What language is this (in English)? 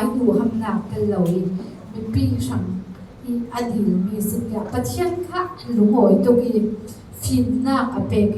Falam Chin